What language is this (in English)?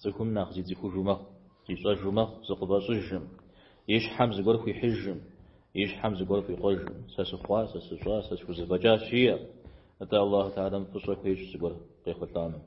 Kabardian